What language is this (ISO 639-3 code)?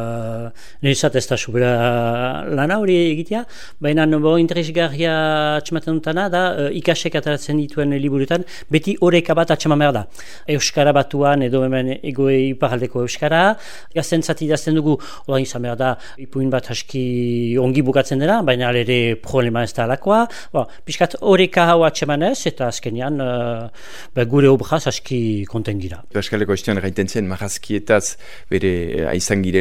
eus